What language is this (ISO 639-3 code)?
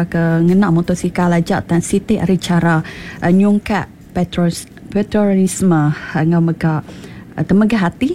iba